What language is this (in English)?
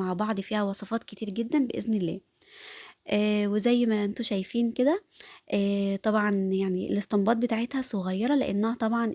Egyptian Arabic